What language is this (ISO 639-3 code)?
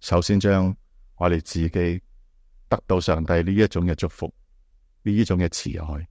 yue